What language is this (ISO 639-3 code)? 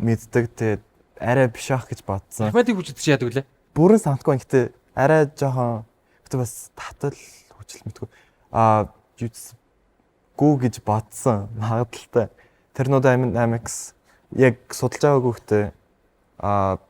mon